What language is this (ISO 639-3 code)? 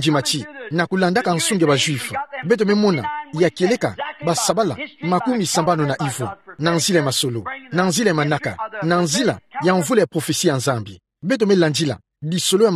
ktu